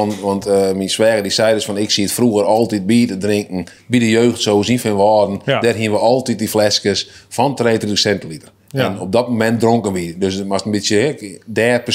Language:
Western Frisian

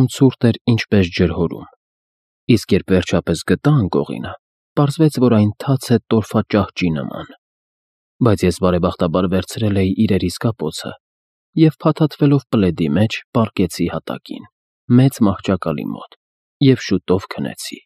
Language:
Armenian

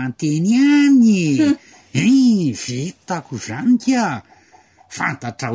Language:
Malagasy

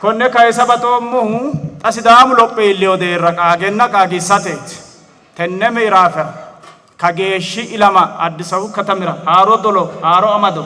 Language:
Sidamo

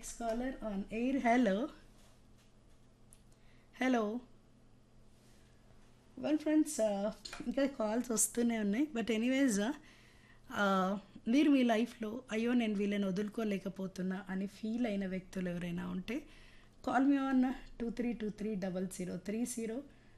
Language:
Telugu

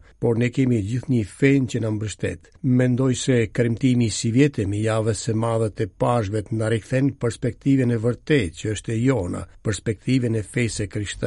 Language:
Albanian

